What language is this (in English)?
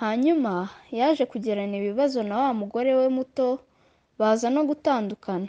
Kinyarwanda